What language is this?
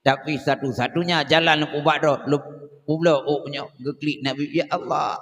Achinese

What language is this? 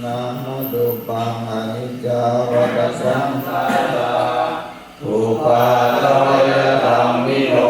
Pali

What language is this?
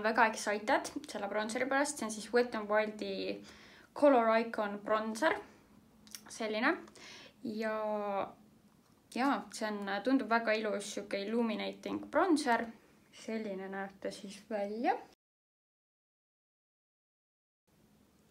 Estonian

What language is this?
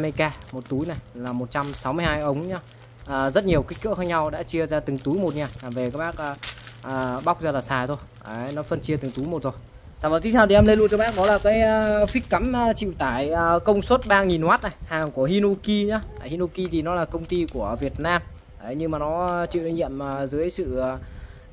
Vietnamese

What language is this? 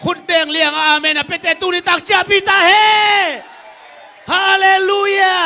Tedim Chin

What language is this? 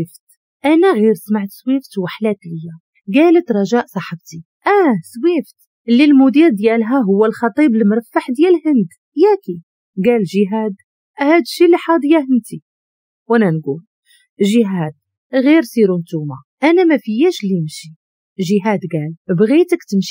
Moroccan Arabic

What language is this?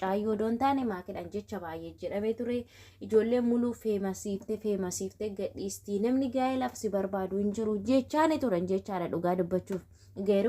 Oromo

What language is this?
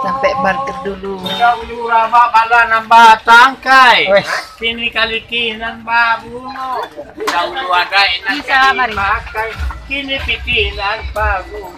Minangkabau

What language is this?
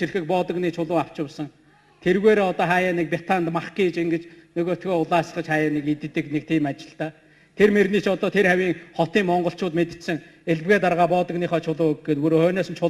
Mongolian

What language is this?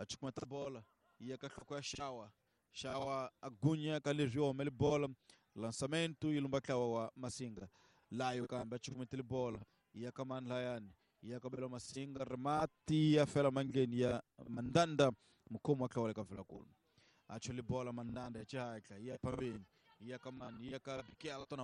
Tsonga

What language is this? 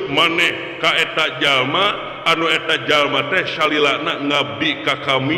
Sundanese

